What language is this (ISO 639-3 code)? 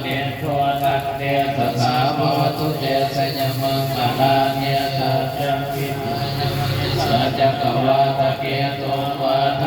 pli